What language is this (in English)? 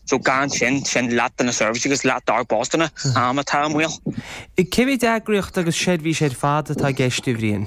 Irish